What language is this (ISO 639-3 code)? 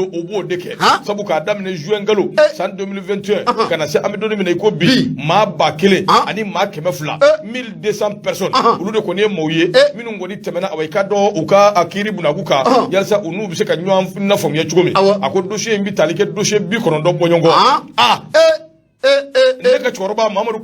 bam